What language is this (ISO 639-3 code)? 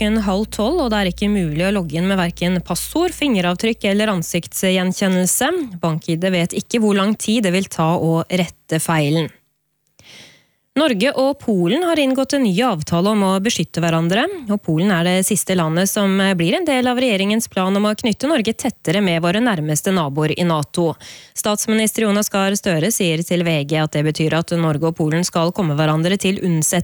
nor